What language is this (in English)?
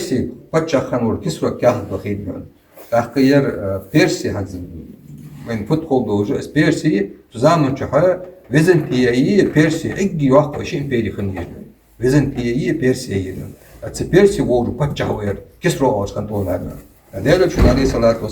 Ingush